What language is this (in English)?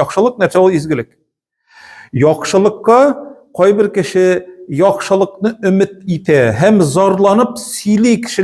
Tatar